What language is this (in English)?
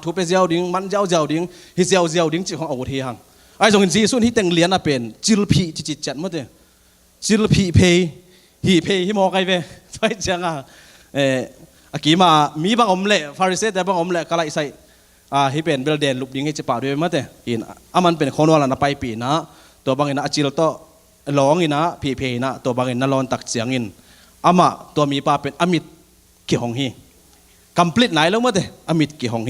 Tedim Chin